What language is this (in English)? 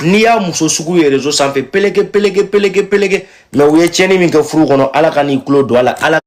Bambara